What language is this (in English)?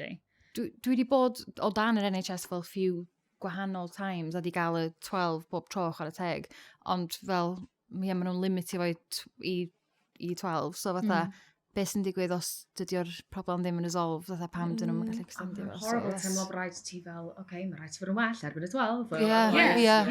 Welsh